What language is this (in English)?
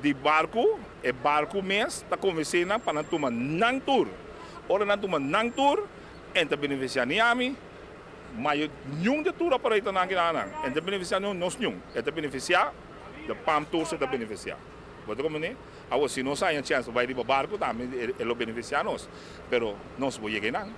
Papiamento